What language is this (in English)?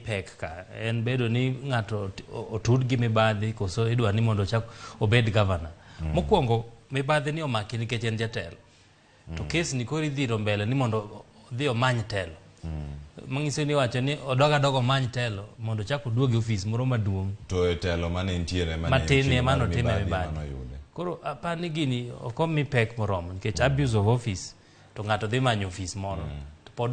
Luo (Kenya and Tanzania)